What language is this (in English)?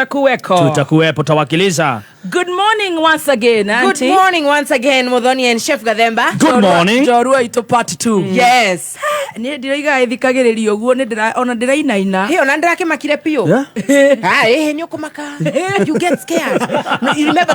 Kikuyu